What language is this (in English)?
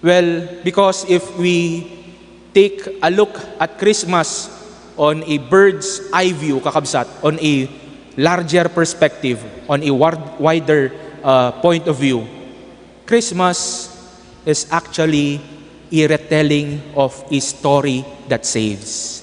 Iloko